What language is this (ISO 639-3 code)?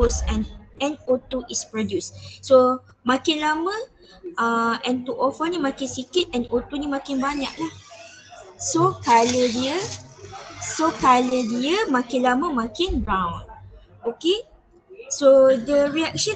msa